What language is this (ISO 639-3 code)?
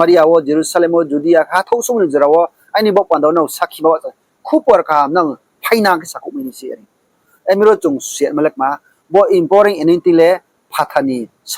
ria